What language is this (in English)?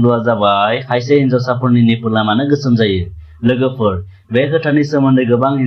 Bodo